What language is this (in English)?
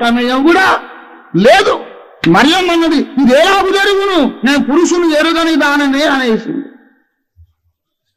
Telugu